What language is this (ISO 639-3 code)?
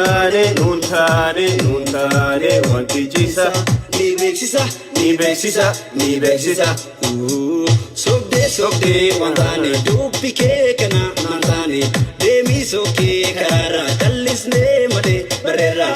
orm